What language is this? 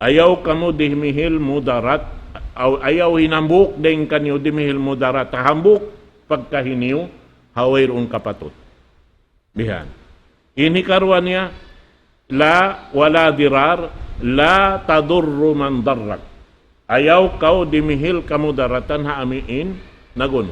Tausug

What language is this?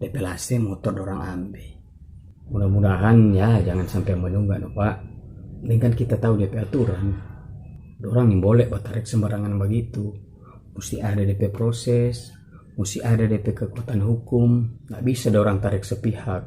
Manado Malay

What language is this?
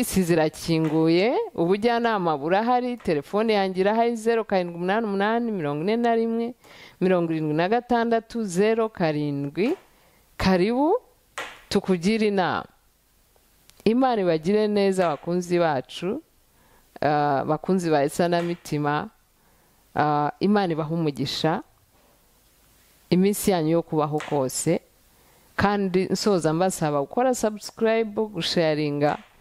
Kinyarwanda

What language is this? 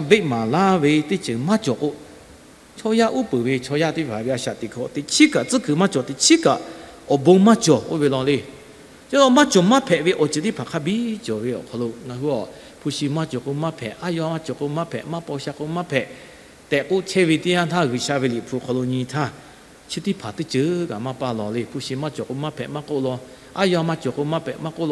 Lahu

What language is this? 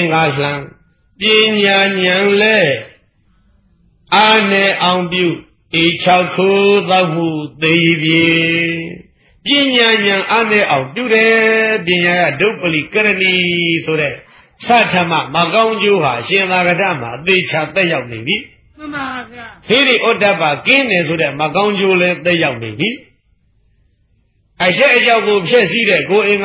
Burmese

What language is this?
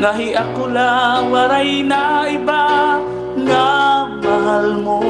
Waray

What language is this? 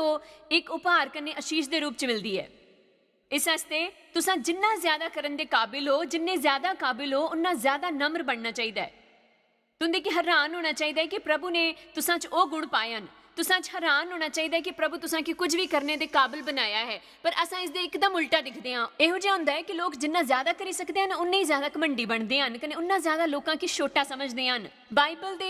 Dogri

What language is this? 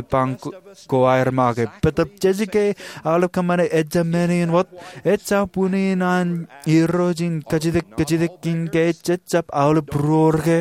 Marshallese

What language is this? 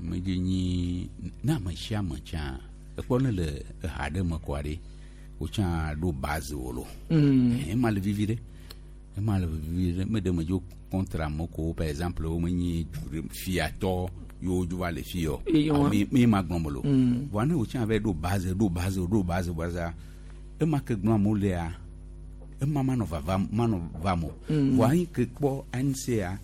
Gen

